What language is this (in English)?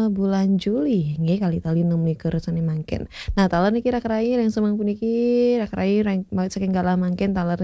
Balinese